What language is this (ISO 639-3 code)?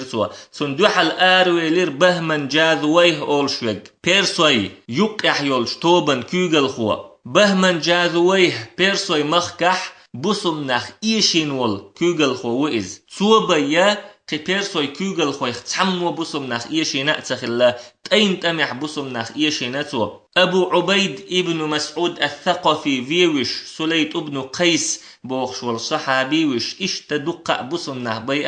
che